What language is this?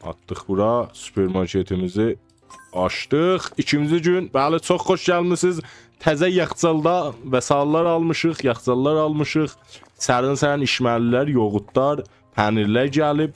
South Azerbaijani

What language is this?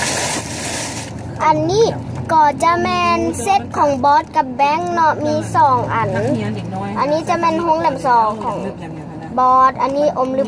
Lao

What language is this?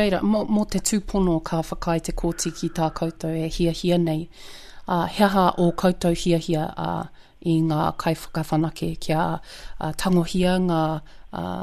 Māori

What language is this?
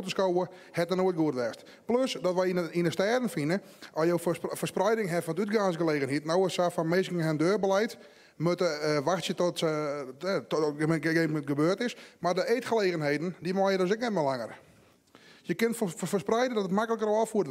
Western Frisian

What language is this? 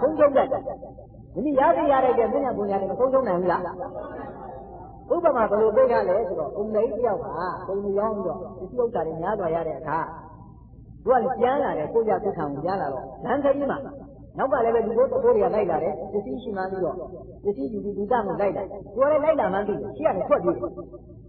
Burmese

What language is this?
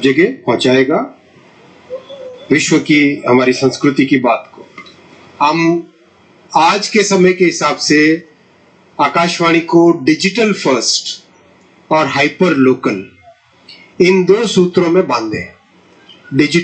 Hindi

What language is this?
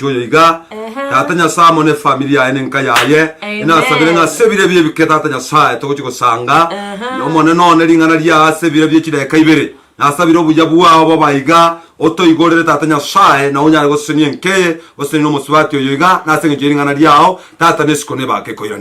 Gusii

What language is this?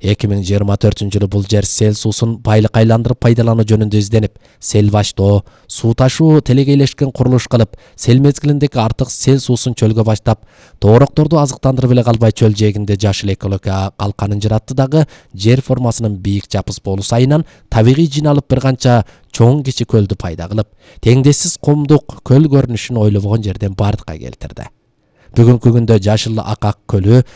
Kyrgyz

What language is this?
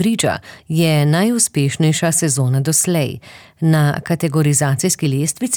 Slovenian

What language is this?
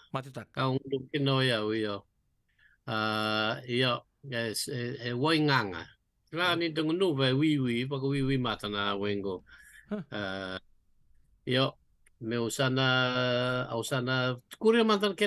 Fijian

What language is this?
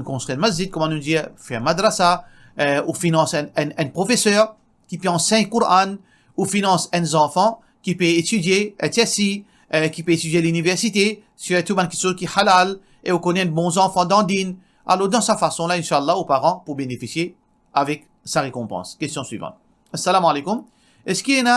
Morisyen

